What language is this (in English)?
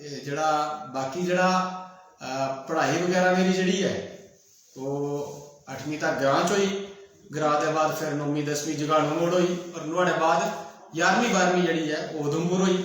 Dogri